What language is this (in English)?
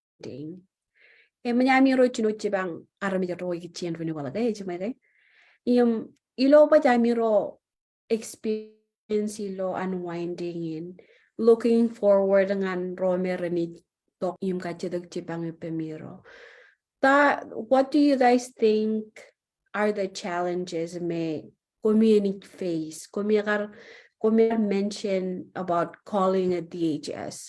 Marshallese